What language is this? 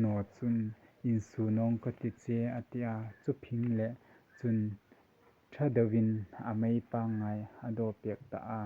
Hmar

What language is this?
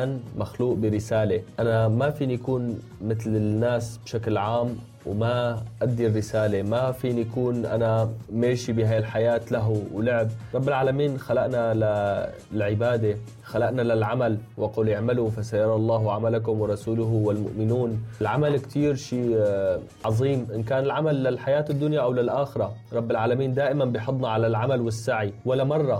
North Levantine Arabic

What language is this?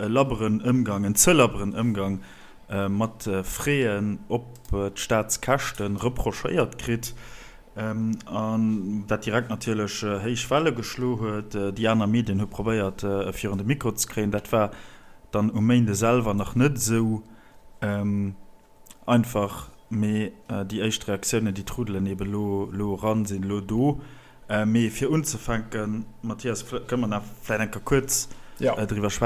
Luxembourgish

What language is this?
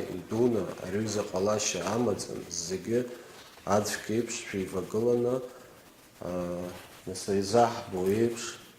Abkhazian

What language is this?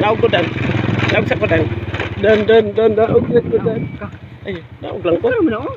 Cebuano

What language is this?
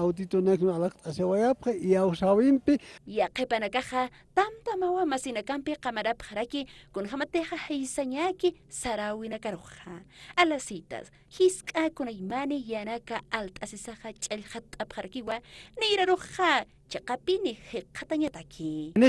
Aymara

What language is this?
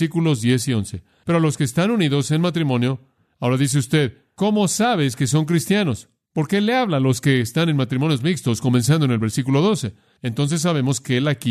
Spanish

